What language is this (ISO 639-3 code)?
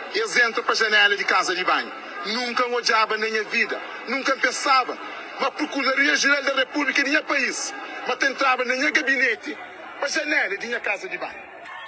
kea